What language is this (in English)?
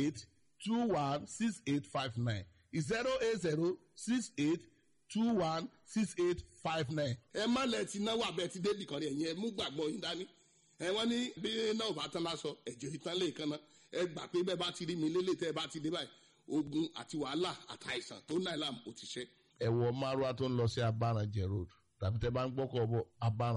Yoruba